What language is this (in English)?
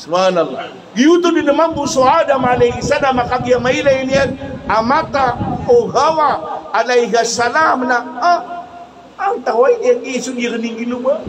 Maranao